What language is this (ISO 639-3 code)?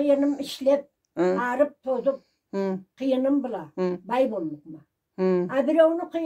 krc